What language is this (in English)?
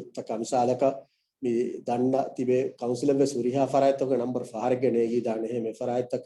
Divehi